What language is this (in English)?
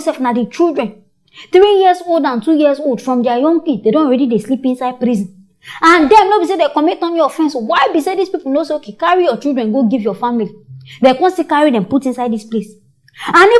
Nigerian Pidgin